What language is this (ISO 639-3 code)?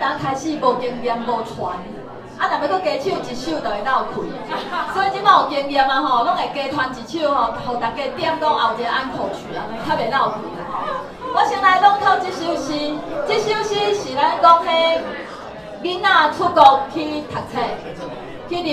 nan